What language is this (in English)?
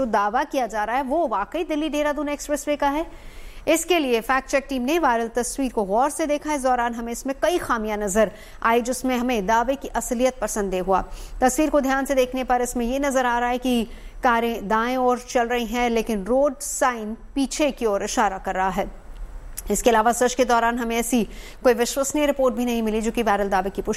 Hindi